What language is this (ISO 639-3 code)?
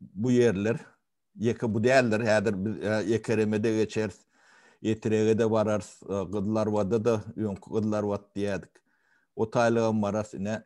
tuk